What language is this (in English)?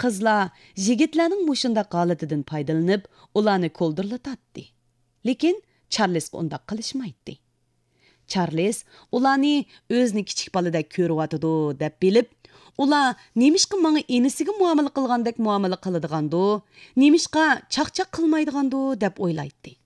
Uyghur